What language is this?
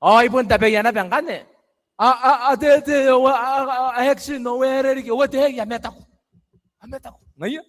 Gilbertese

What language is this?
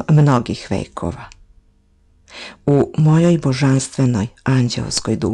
Serbian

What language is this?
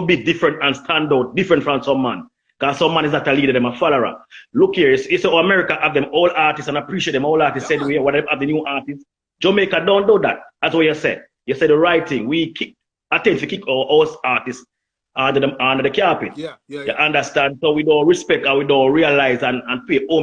Jamaican Creole English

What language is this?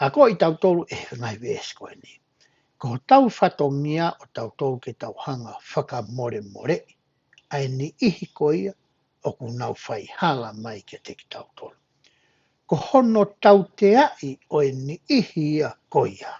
Tongan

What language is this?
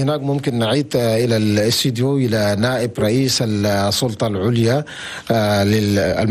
Chadian Arabic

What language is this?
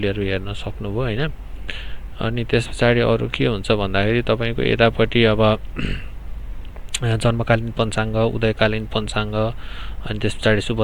Nepali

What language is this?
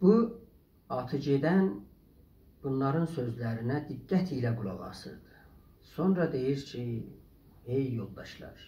South Azerbaijani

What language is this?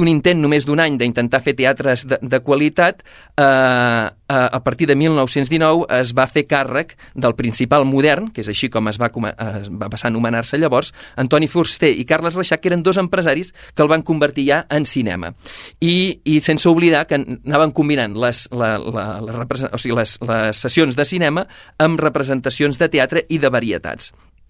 Catalan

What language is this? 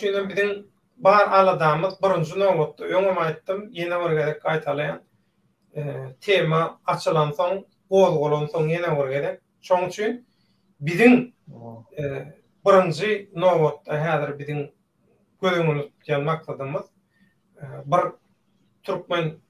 Turkmen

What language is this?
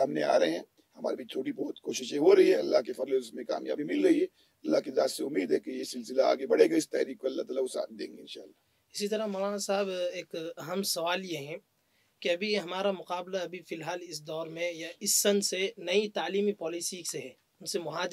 Urdu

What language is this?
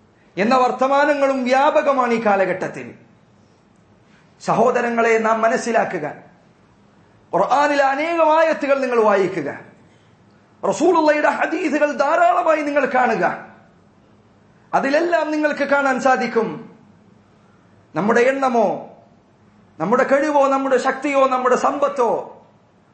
Malayalam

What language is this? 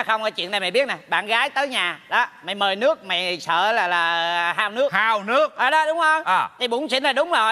Vietnamese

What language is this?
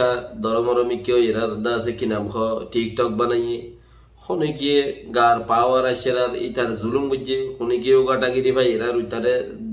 Rohingya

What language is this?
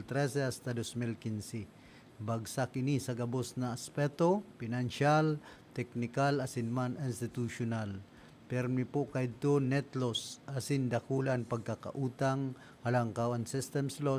Bikol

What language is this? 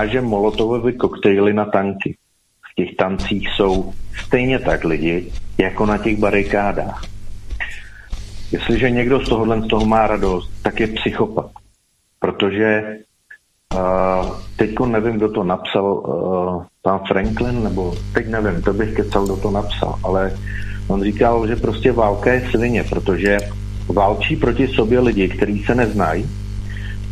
Czech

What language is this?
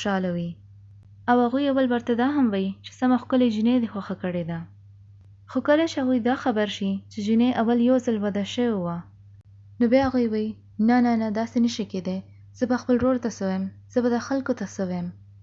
Pashto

